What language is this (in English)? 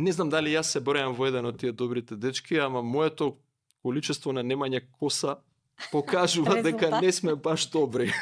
Macedonian